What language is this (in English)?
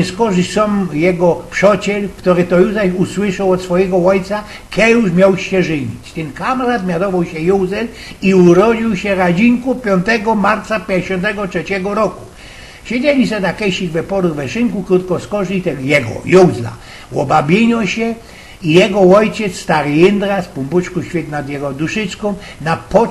Silesian